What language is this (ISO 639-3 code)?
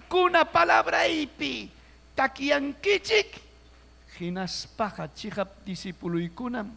quy